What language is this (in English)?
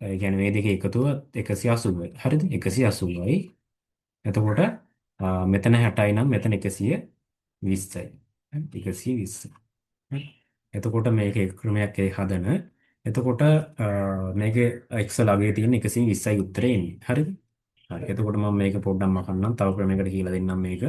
Sinhala